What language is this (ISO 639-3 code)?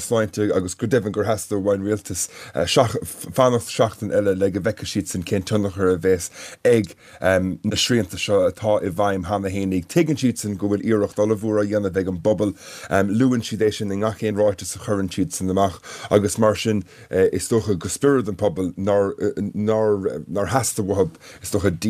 gle